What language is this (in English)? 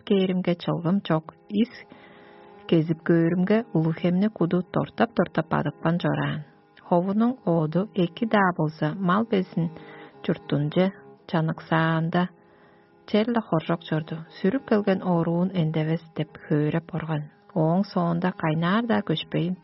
Tuvinian